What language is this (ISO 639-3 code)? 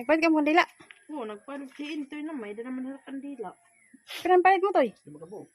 war